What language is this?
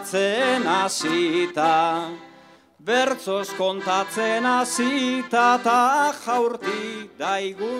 Basque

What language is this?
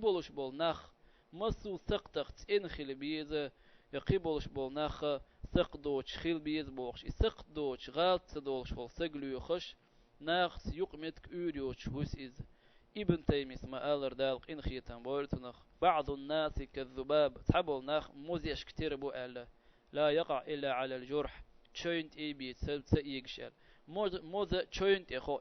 Chechen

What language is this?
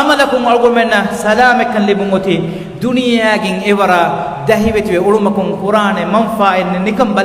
Divehi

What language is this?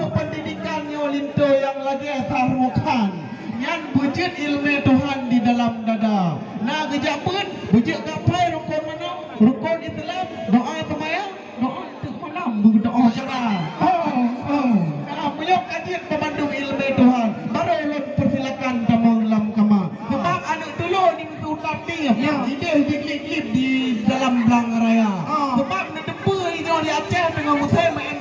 Achinese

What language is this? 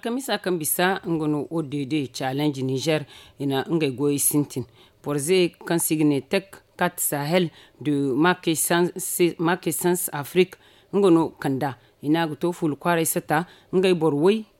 Zarma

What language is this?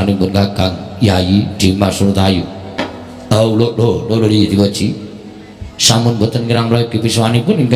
Javanese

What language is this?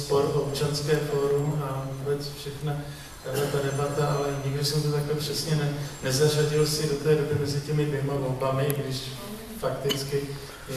Czech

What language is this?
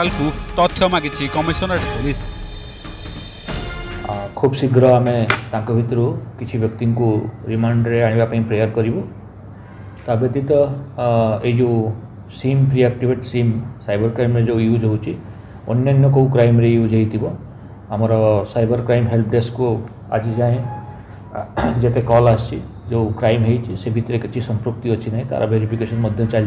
Odia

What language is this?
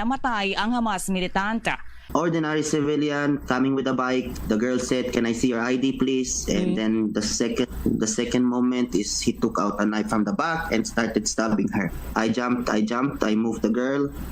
Hiligaynon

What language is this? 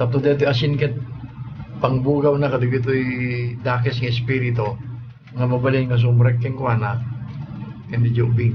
Iloko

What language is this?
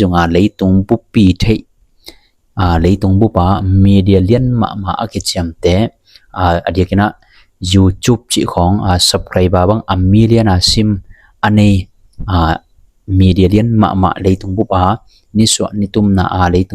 Tedim Chin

